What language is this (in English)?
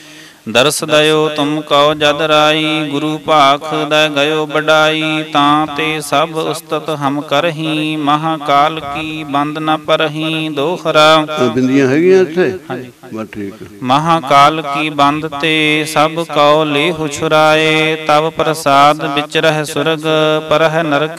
Punjabi